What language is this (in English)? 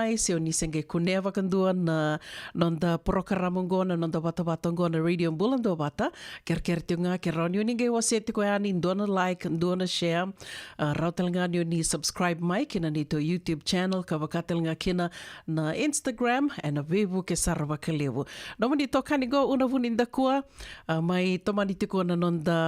Fijian